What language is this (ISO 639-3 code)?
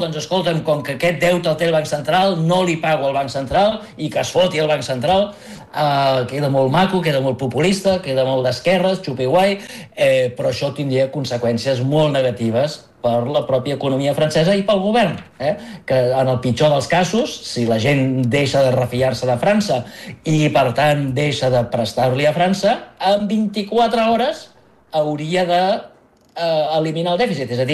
cat